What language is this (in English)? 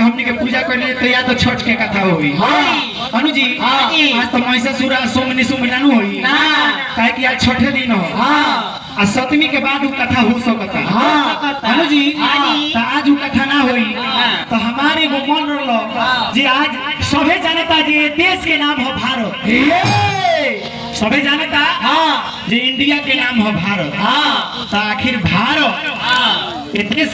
Bhojpuri